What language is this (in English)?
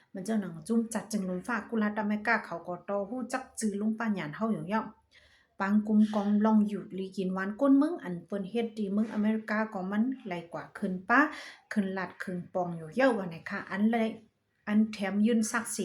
Shan